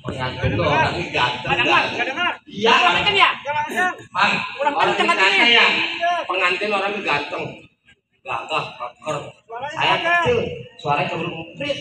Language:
Betawi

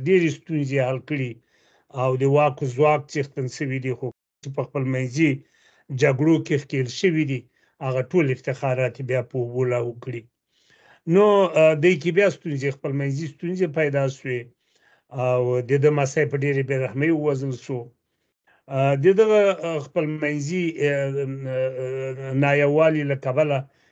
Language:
Pashto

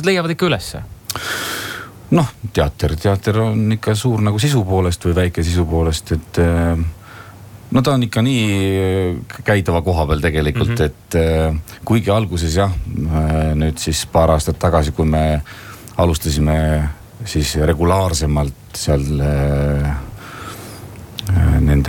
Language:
Estonian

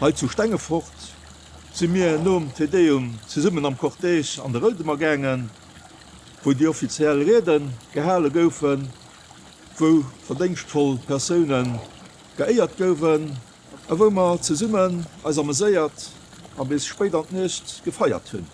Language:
Luxembourgish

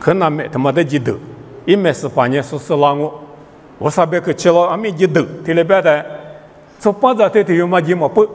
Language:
Lisu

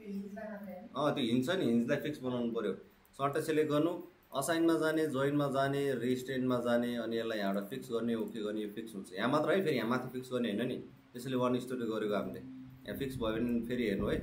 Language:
Nepali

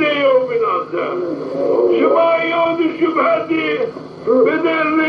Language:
Zaza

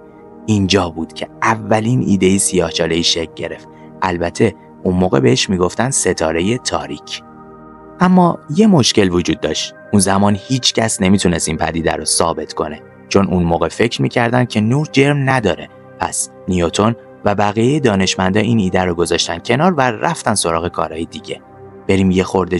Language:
Persian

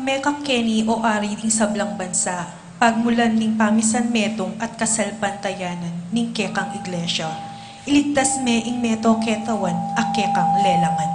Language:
Pampanga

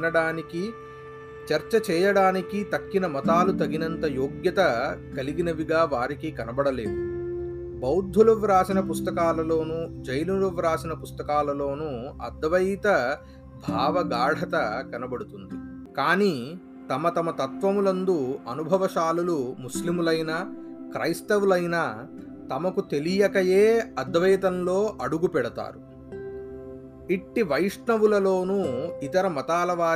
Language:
Telugu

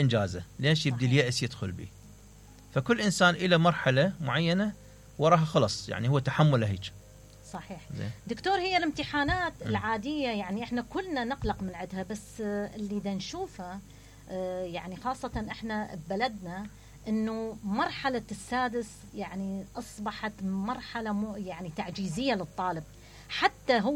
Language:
Mesopotamian Arabic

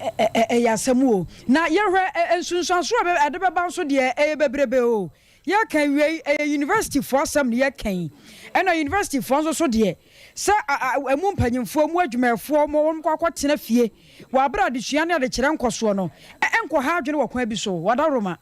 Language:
Akan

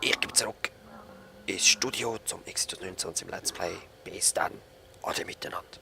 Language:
Swiss German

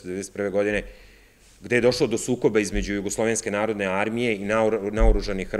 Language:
Serbian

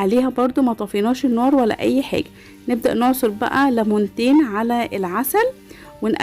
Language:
Egyptian Arabic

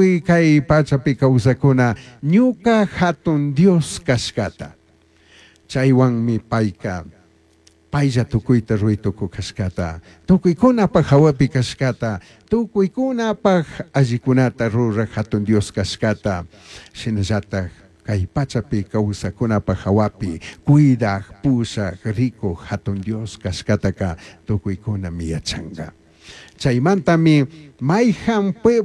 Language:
Chimborazo Highland Quichua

